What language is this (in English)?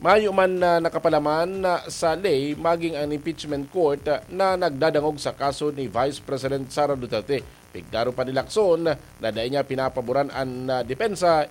Bikol